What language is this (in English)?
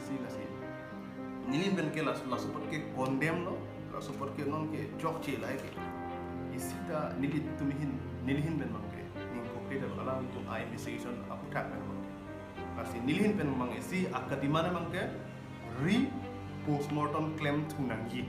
Karbi